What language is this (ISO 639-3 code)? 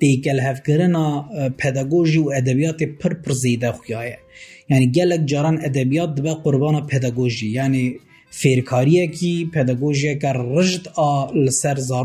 kur